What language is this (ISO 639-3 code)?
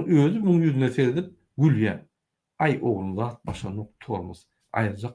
tuk